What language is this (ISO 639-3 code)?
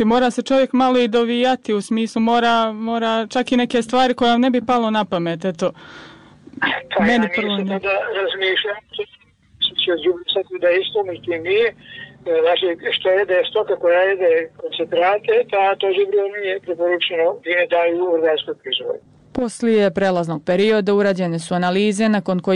bos